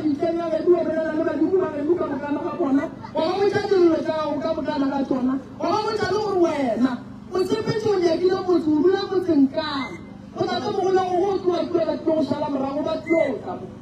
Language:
Northern Sotho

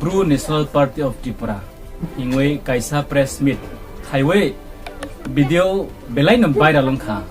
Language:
Riang (India)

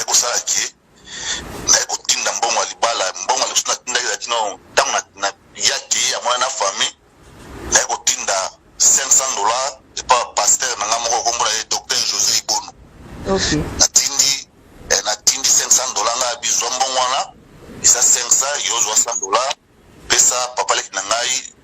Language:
Lingala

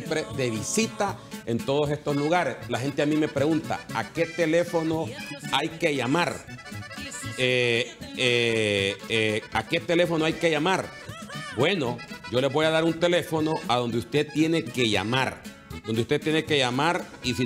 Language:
Spanish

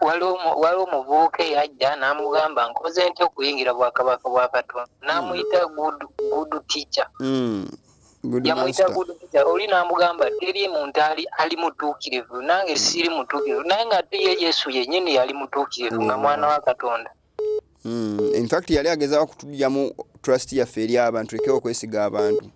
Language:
Ganda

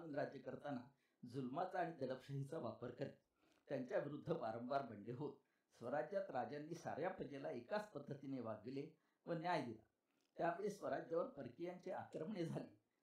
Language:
Marathi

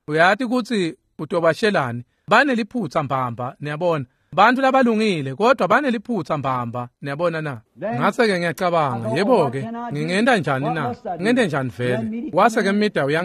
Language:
Swati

